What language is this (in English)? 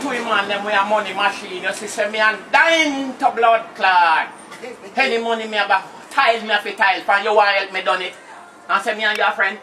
Jamaican Creole English